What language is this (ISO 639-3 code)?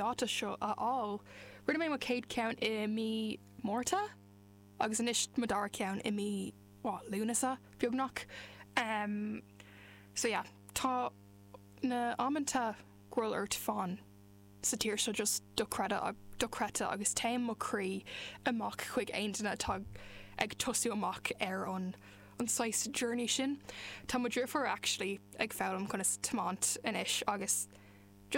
gle